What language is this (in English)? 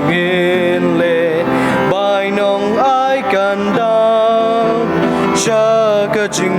Khasi